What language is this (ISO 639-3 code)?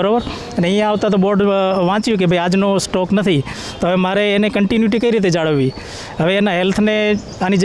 guj